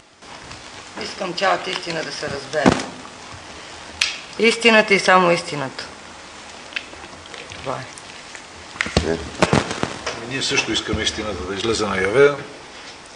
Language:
Bulgarian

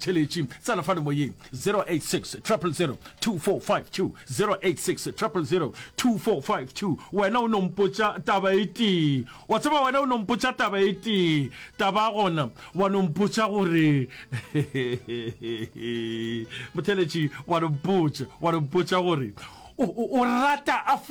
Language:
Northern Sotho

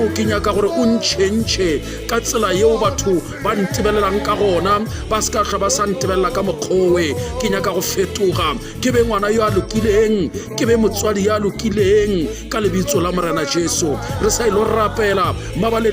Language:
Northern Sotho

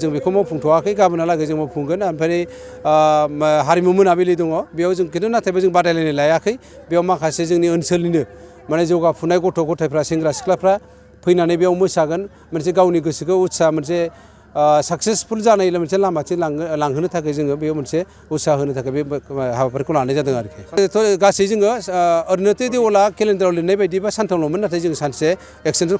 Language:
Bodo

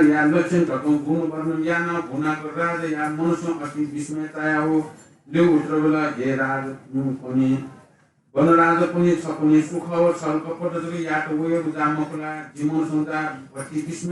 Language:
Newari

